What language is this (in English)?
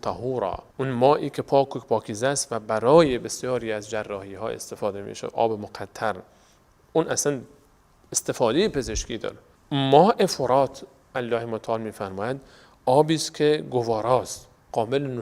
Persian